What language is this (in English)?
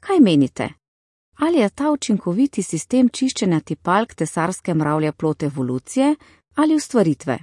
Slovenian